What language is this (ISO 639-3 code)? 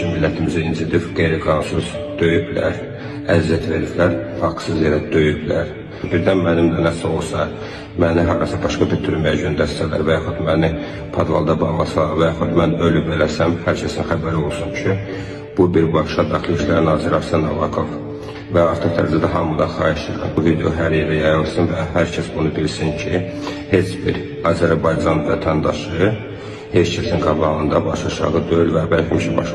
aze